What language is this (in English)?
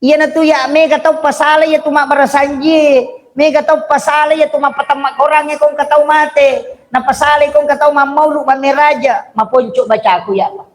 Buginese